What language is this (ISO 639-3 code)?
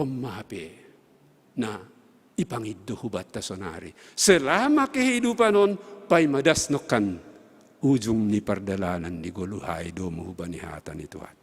bts